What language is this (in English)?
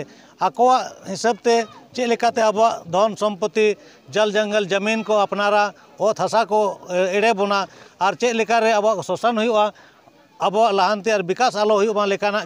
Santali